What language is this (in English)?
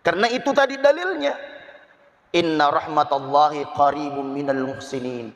Buginese